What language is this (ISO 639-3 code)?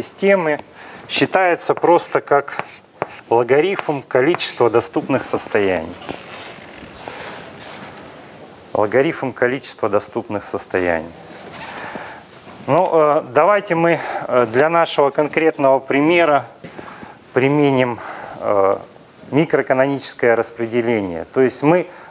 rus